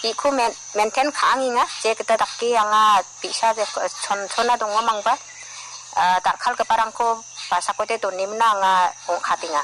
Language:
Garo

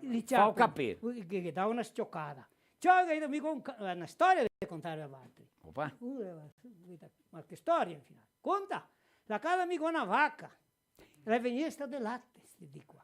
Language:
Venetian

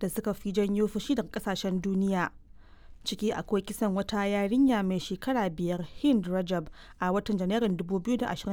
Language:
Hausa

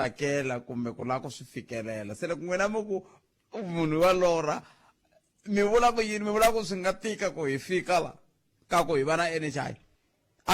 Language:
Tsonga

